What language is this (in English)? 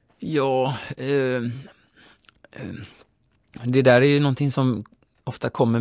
Swedish